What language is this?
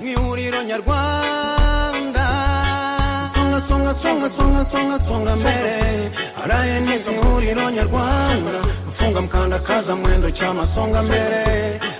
Kinyarwanda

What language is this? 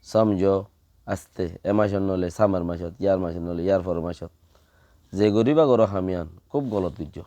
Rohingya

